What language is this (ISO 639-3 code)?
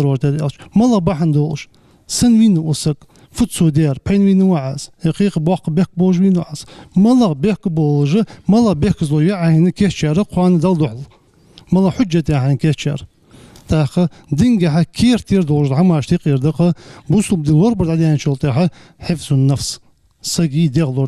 inh